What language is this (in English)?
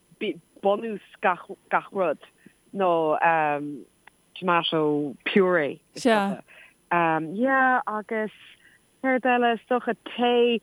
Irish